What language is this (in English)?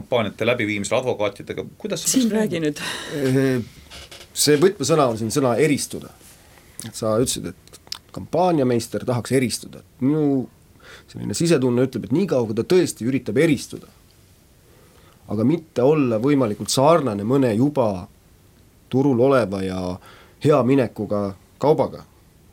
Estonian